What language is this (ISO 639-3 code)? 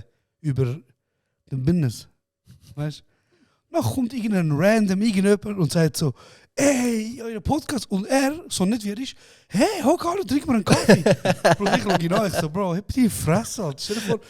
gsw